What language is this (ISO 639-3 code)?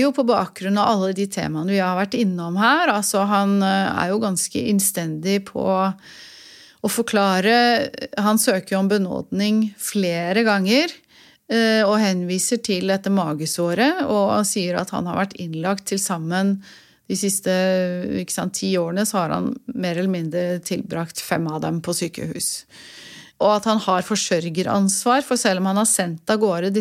nor